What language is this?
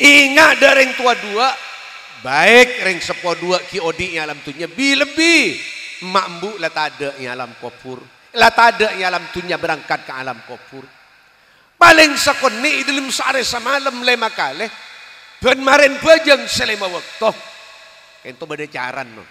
Madurese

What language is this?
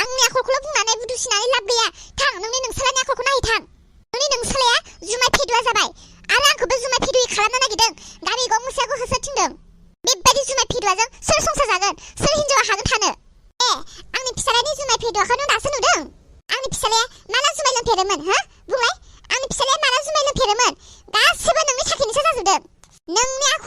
Bodo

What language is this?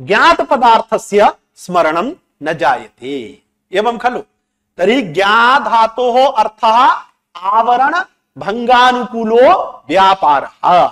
Sanskrit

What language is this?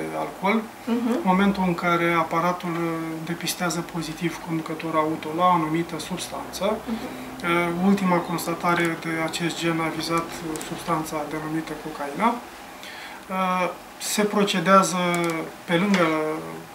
Romanian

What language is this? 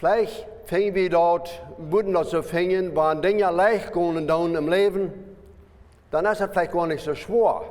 Plautdietsch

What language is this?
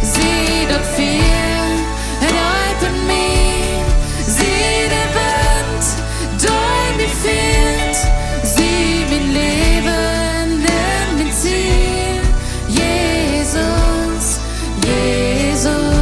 Plautdietsch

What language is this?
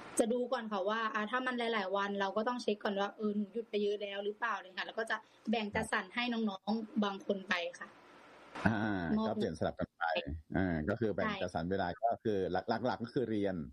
Thai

